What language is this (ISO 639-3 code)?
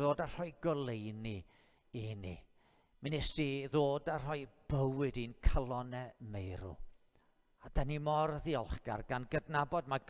cym